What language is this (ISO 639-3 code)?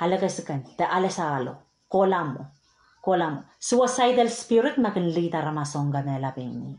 pon